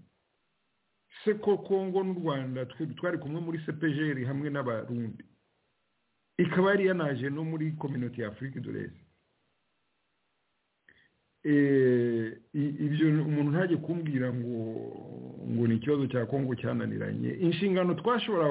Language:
Kinyarwanda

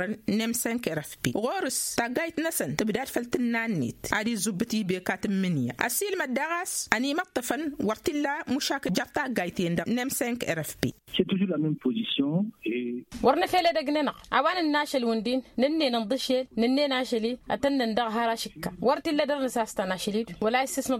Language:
Tamasheq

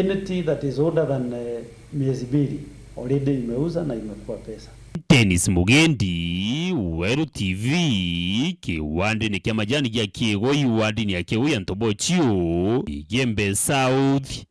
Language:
Meru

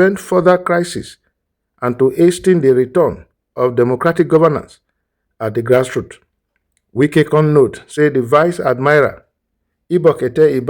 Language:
Nigerian Pidgin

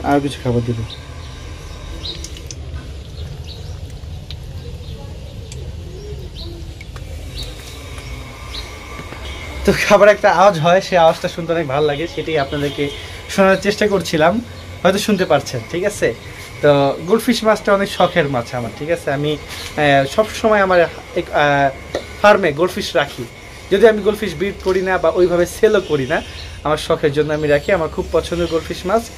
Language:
Bangla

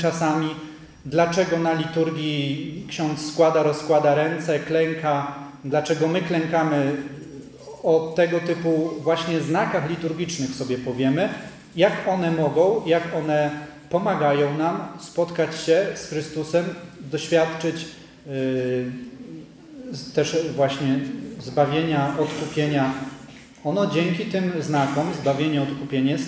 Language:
Polish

